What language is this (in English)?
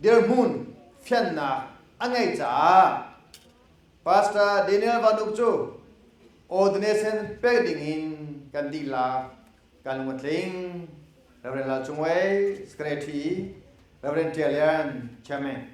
Hakha Chin